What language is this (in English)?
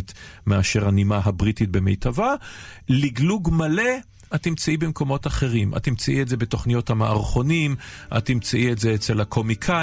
Hebrew